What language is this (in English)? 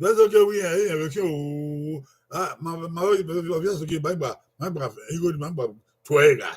Bini